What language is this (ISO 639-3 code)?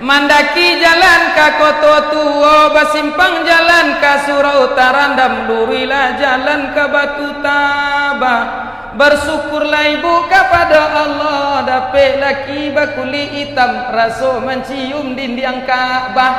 min